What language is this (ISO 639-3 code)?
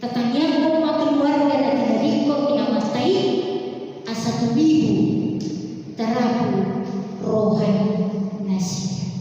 bbc